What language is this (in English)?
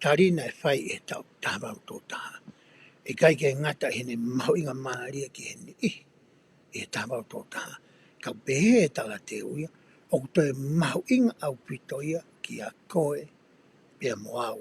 Tongan